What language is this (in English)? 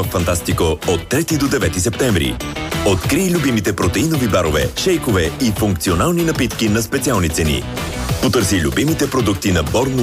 Bulgarian